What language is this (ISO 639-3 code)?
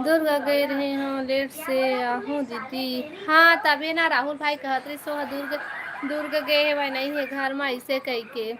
hne